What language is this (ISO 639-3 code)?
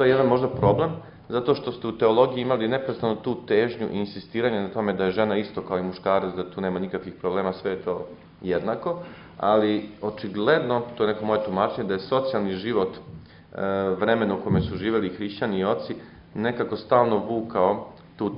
srp